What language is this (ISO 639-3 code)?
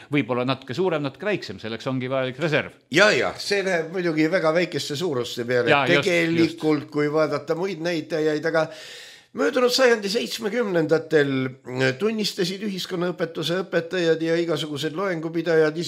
est